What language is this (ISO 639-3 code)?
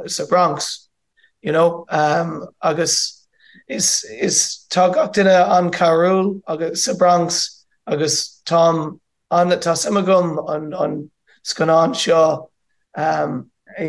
gle